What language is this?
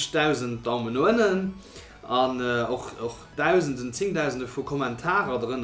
Luxembourgish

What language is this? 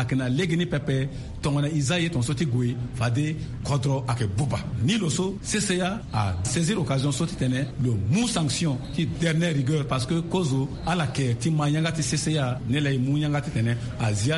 Sango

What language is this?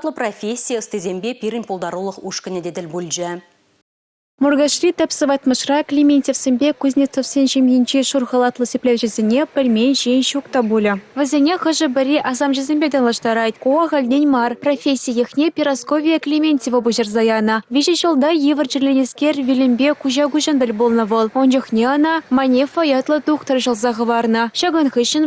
Chuvash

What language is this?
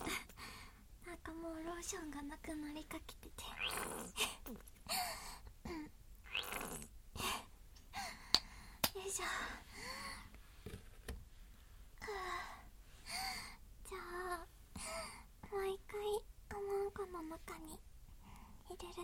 Japanese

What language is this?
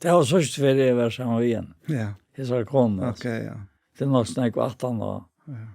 Faroese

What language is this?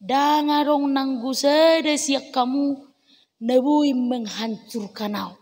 Batak Toba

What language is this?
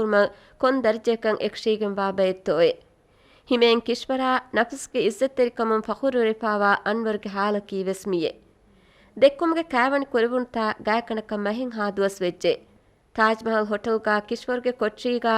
Divehi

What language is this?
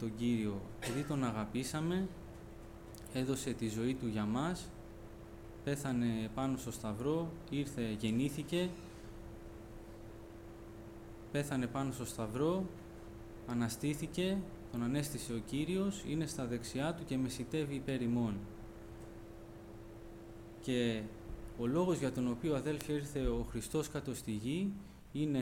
Greek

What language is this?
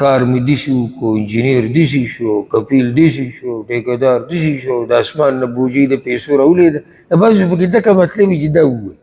Pashto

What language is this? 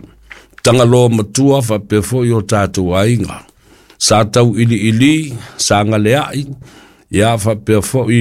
Samoan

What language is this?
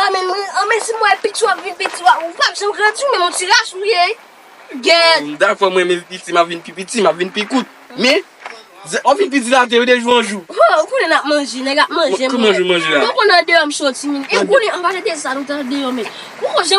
Haitian Creole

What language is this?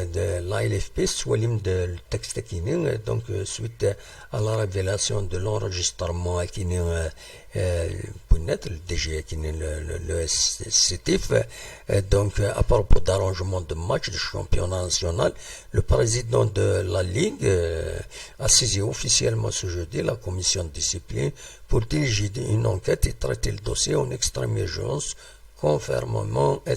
Kabyle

